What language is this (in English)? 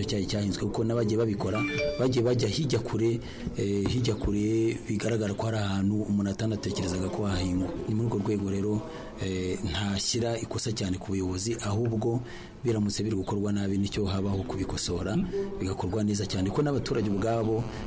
Kinyarwanda